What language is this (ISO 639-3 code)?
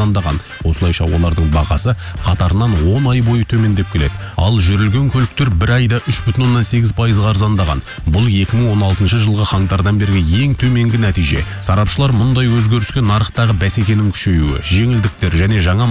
kaz